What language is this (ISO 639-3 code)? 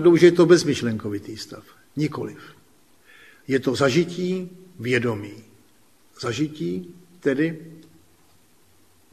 ces